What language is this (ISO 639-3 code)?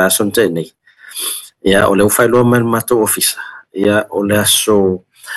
smo